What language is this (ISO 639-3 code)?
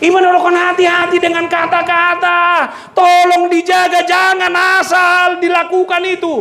bbc